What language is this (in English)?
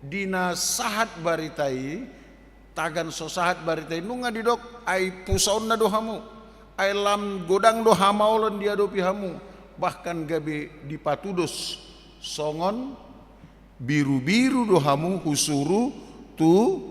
Batak Toba